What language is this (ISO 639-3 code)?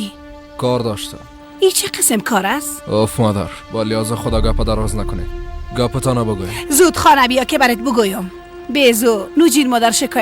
fas